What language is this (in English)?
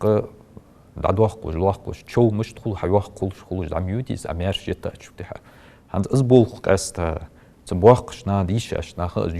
Ingush